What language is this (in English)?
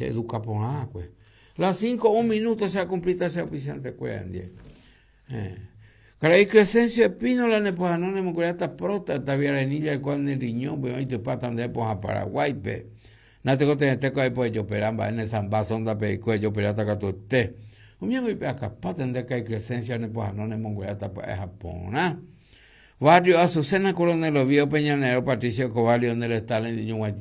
Guarani